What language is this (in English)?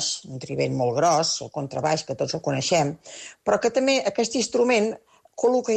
Catalan